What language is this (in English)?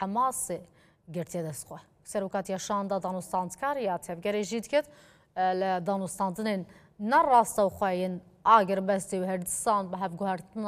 Kurdish